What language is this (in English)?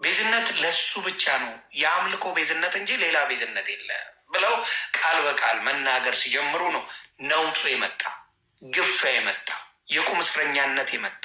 Amharic